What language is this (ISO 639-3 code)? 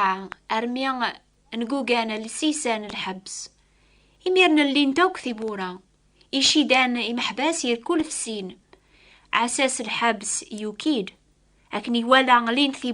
kab